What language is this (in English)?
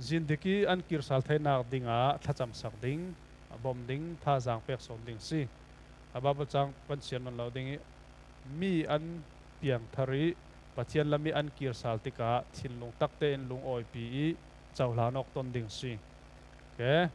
Falam Chin